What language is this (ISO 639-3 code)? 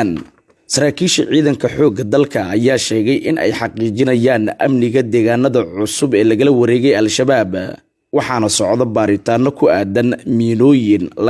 som